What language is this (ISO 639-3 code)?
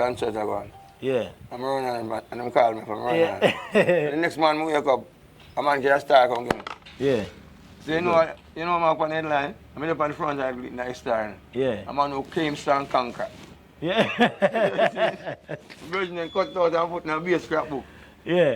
jam